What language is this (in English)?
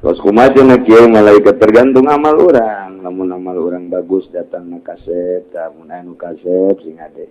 Sundanese